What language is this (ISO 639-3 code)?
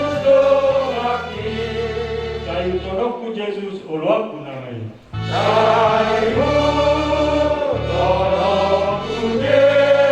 bbc